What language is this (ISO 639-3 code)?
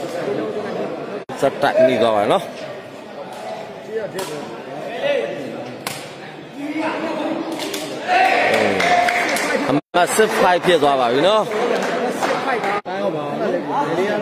mya